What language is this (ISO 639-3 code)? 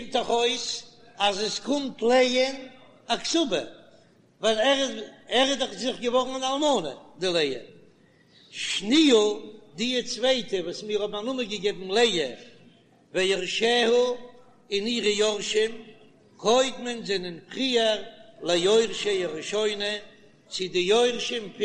yid